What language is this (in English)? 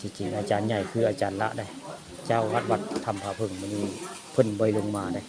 Northeastern Thai